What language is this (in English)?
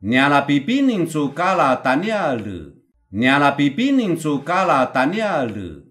Kanakanabu